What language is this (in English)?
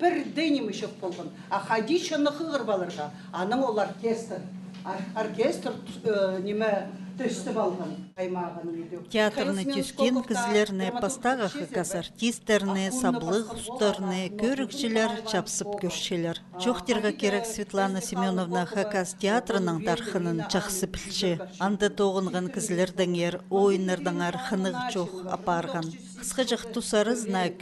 Khakas